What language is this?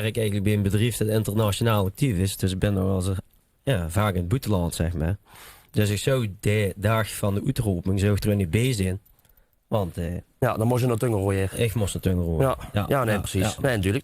Limburgish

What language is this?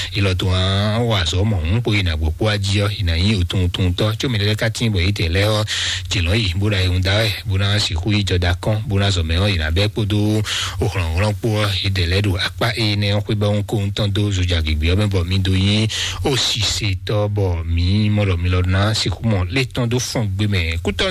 Fon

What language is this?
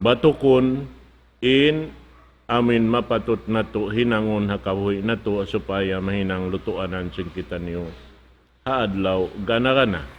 Tausug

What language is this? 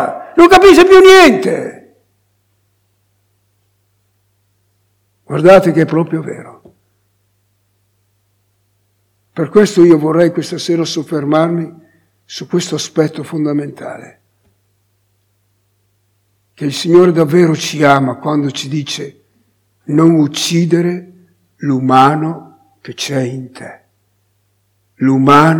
Italian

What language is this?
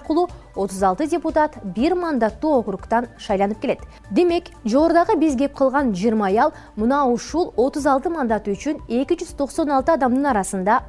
Kyrgyz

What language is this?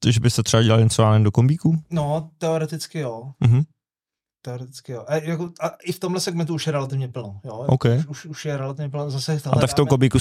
Czech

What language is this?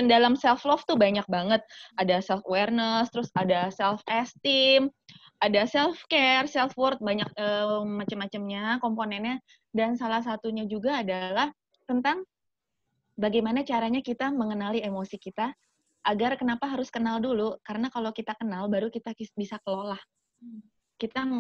Indonesian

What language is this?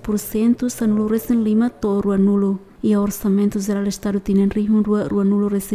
Tetum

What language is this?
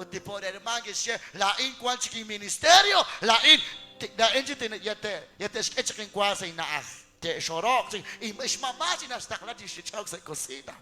Kekchí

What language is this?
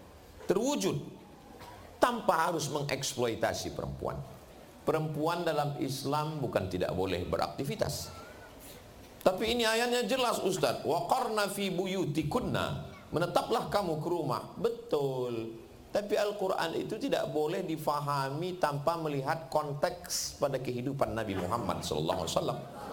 Indonesian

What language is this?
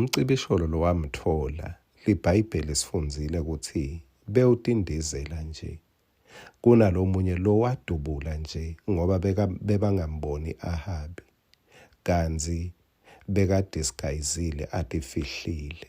Swati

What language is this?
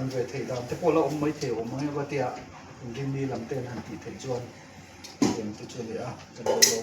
Mizo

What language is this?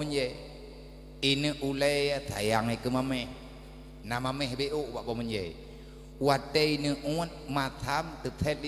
Achinese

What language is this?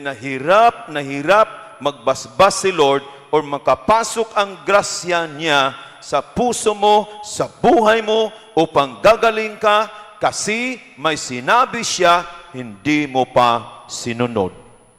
Pampanga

